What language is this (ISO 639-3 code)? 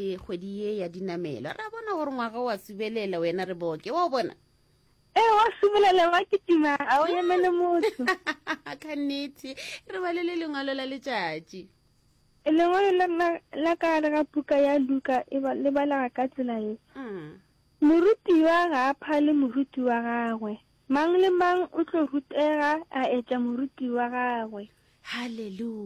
nso